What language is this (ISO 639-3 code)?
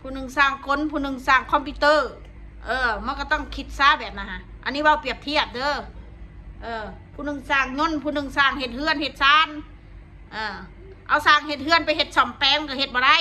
tts